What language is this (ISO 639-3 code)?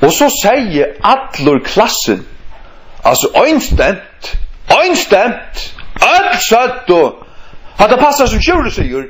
fao